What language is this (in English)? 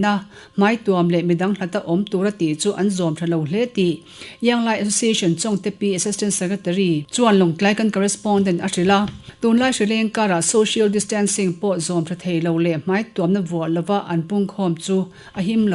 Mizo